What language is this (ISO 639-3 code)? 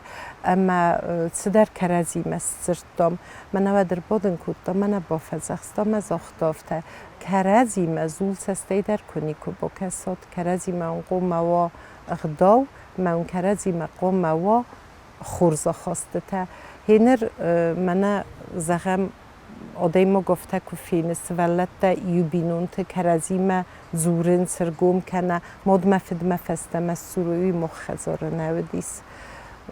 oss